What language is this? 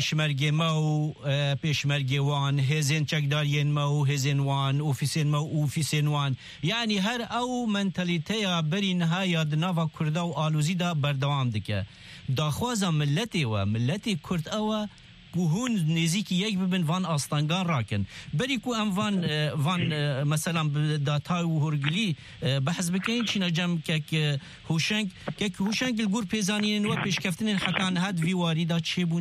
Kurdish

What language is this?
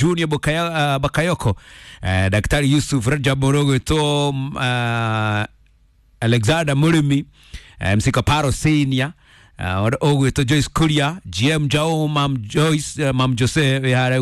Kikuyu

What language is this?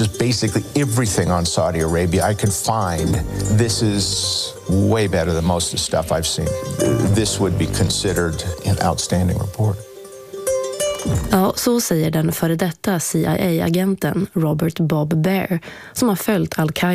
Swedish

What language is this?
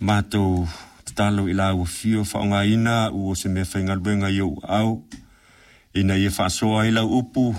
Samoan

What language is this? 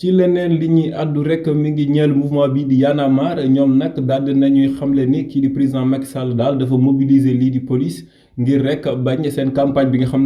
Wolof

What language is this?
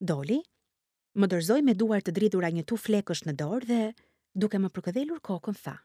Albanian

